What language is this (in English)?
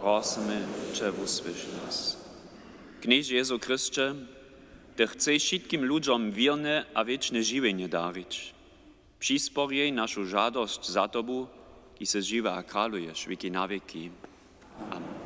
Upper Sorbian